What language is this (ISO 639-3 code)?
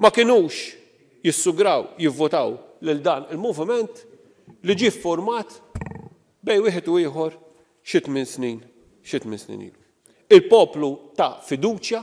mlt